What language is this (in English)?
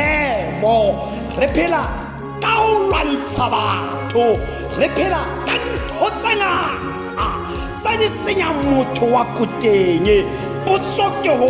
Tswana